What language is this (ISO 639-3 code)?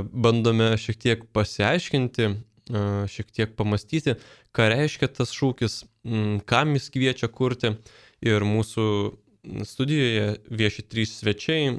lit